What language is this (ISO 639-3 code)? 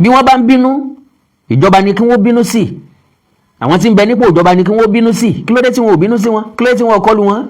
yor